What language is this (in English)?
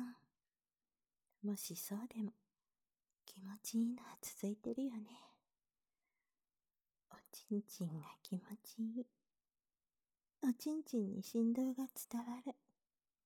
Japanese